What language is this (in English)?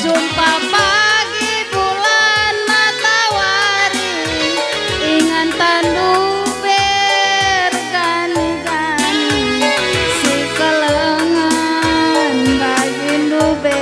Batak Karo